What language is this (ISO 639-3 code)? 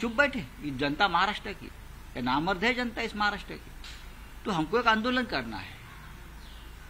hin